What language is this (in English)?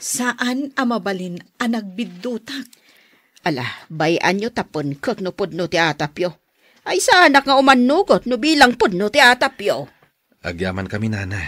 Iloko